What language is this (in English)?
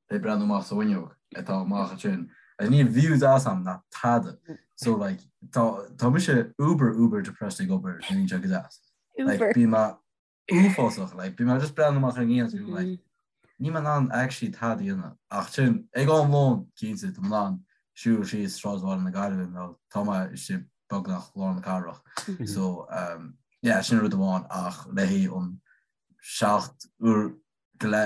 Irish